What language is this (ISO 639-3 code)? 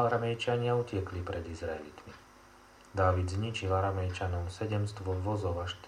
slk